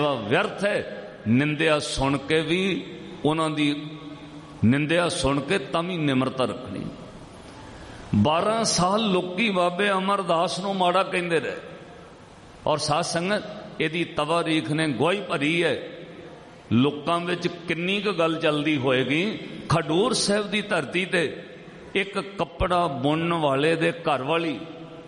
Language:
Punjabi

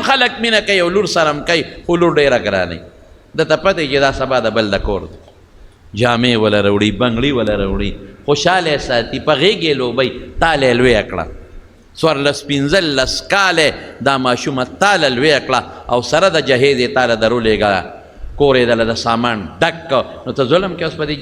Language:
Pashto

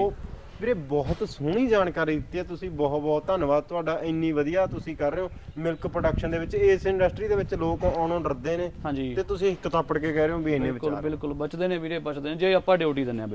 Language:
Punjabi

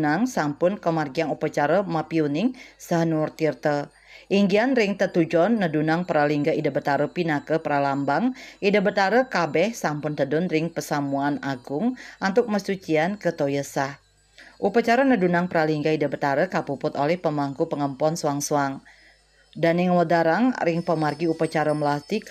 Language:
Balinese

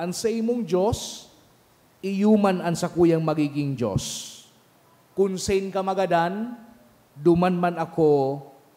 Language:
Bikol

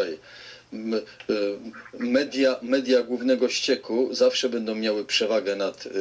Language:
Polish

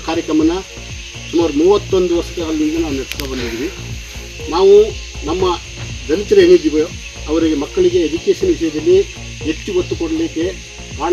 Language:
Kannada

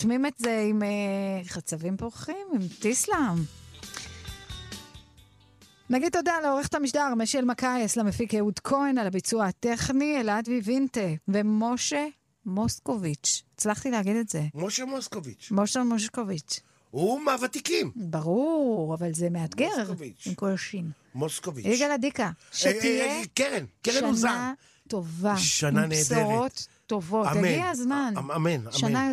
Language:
Hebrew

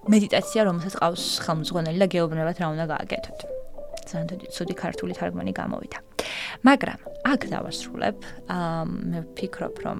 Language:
Georgian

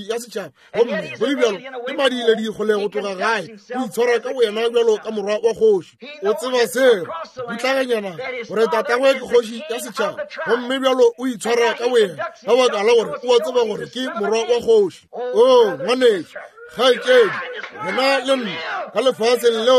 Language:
Northern Sotho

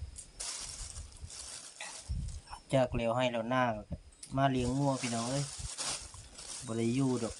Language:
Lao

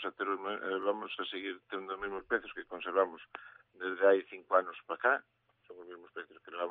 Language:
Galician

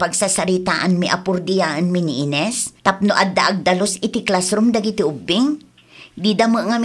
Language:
Iloko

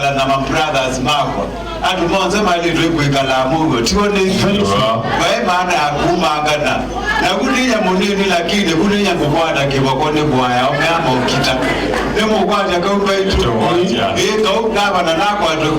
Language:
Kamba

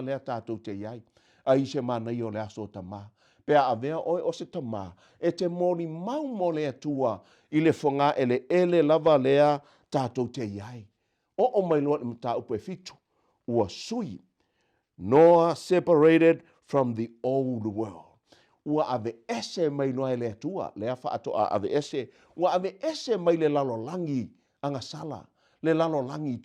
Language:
Samoan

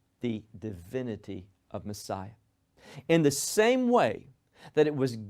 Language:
English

